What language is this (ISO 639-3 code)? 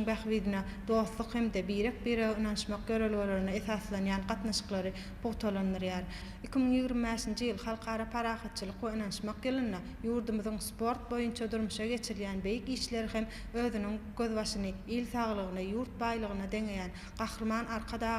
tuk